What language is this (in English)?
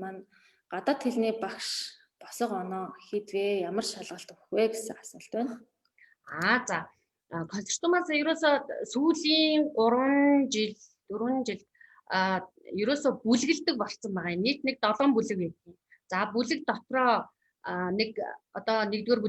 Mongolian